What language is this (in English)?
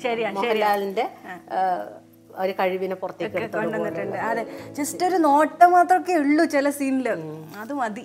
Malayalam